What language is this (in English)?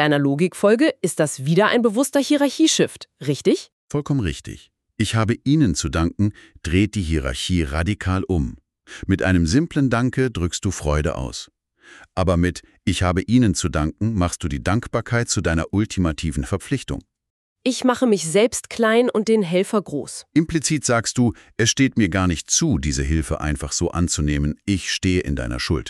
German